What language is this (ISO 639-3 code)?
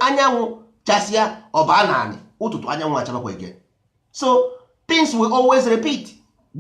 ibo